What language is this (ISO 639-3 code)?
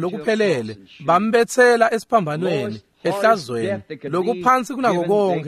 ssw